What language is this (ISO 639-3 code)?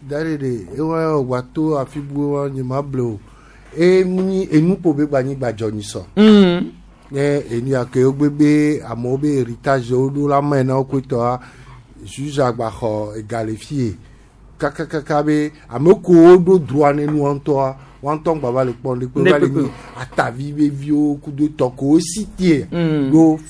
gej